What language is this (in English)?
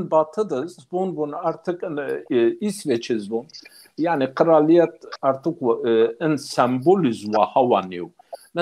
Zaza